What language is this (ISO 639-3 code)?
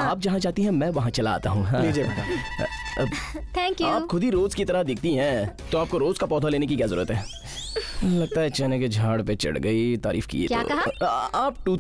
hin